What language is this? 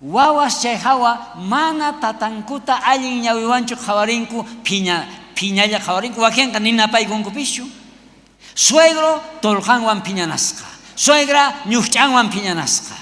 South Bolivian Quechua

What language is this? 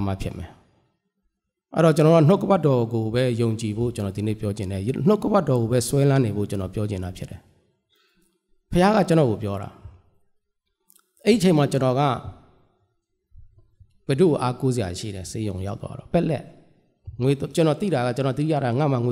Burmese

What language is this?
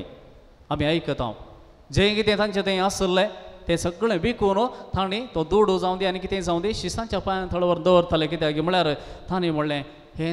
Konkani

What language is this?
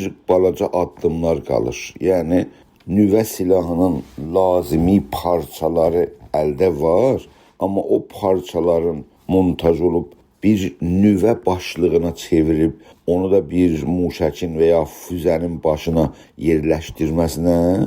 South Azerbaijani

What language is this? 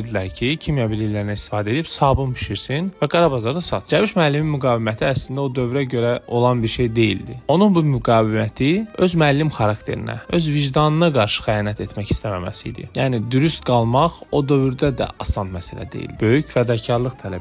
Azerbaijani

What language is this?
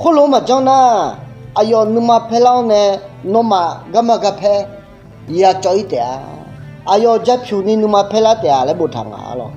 Akha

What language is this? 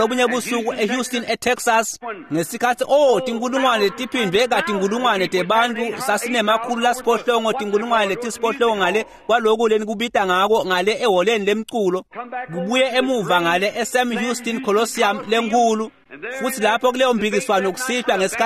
Swati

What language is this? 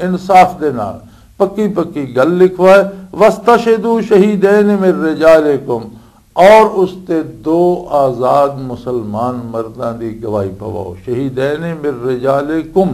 Western Panjabi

